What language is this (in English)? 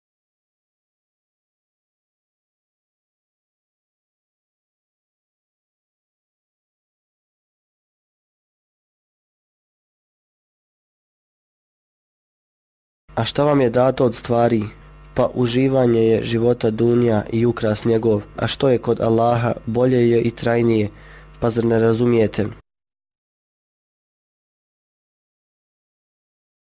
Bosnian